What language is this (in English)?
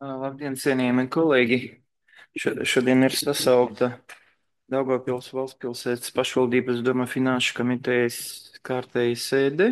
Latvian